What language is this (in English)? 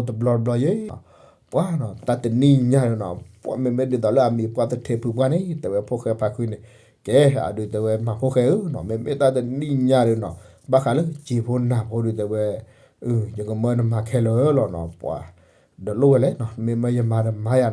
S'gaw Karen